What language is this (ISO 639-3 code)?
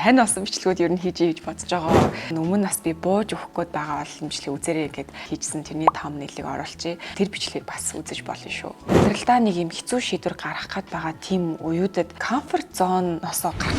mon